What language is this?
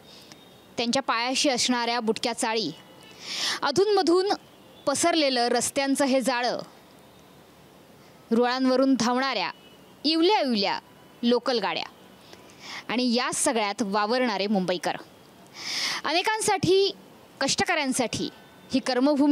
Marathi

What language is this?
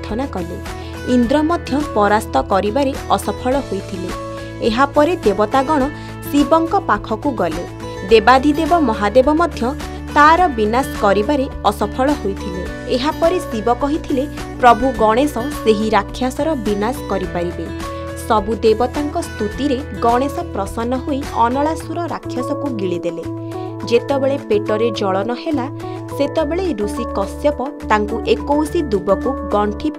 Odia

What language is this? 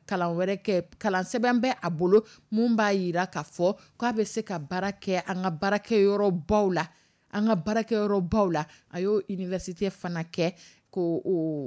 Dyula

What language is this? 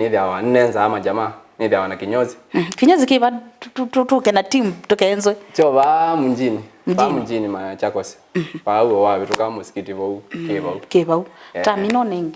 Kamba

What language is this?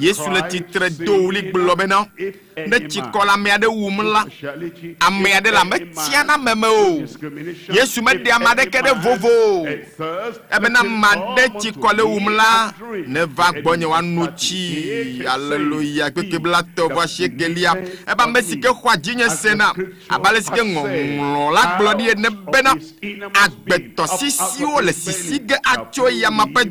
Ewe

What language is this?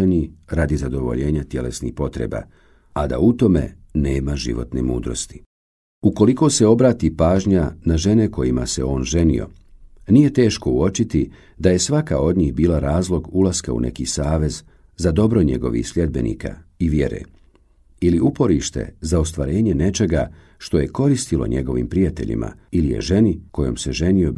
Bosnian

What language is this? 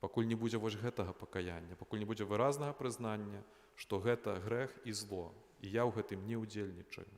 Belarusian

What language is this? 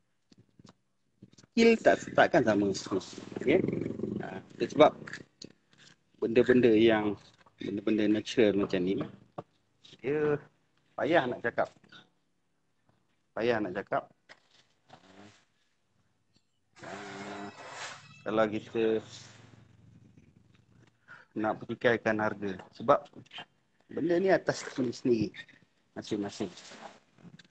Malay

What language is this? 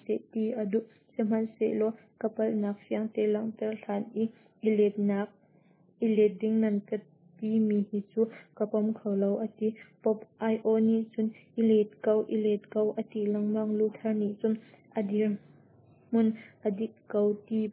Hakha Chin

